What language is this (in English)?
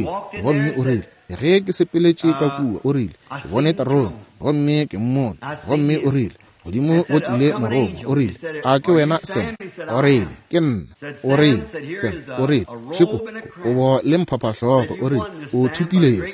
Northern Sotho